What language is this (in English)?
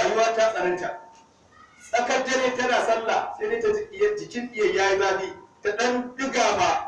Hausa